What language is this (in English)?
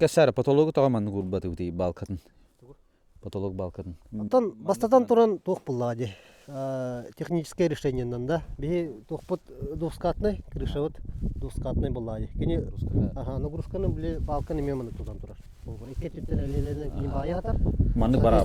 Yakut